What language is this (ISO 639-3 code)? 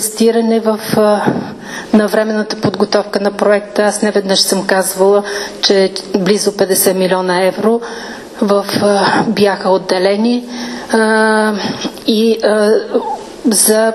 bul